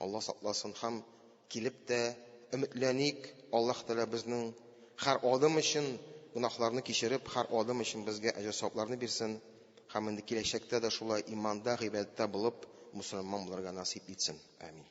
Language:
Tatar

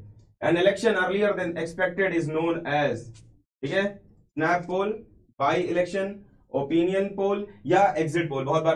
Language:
Hindi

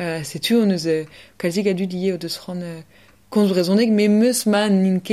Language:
Breton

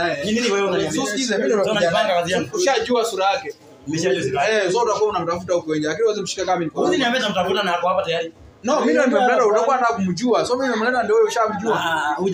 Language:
Swahili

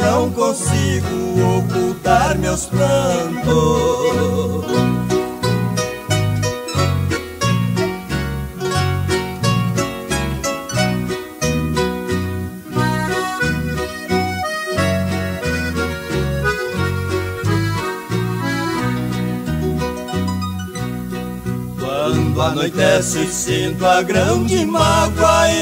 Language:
Portuguese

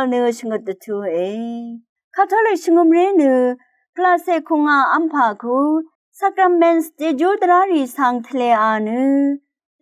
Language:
Rawang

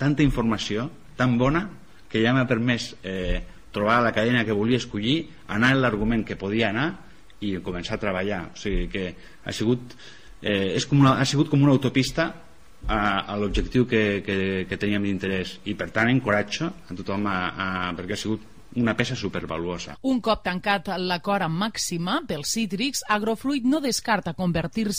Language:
Catalan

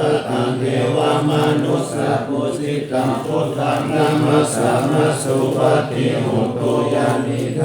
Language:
Pali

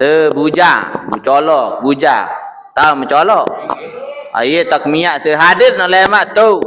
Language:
Sasak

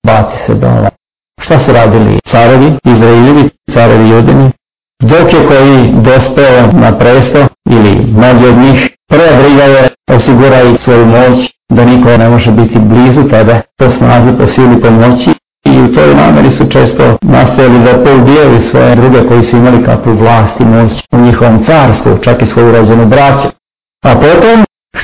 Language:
Serbian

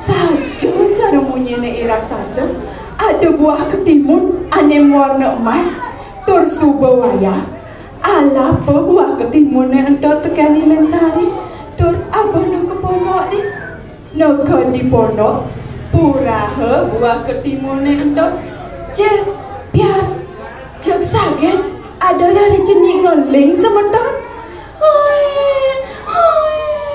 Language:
Balinese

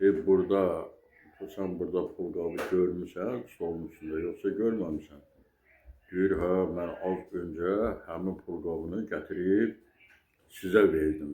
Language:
Azerbaijani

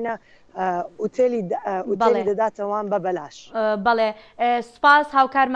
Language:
Central Kurdish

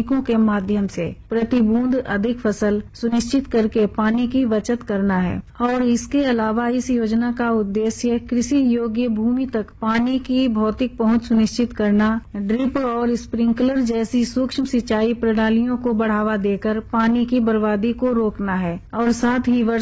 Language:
Hindi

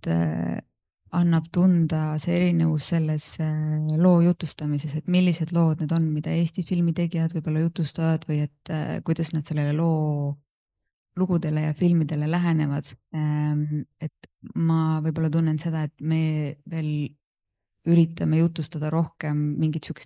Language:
Estonian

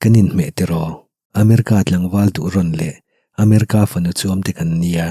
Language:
Mizo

